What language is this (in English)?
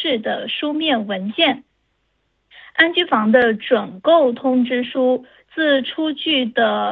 Chinese